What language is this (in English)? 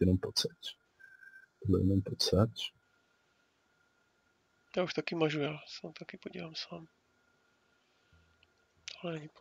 Czech